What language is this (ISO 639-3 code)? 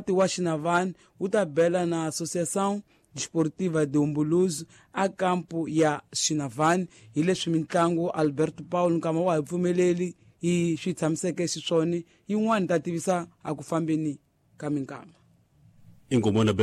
tso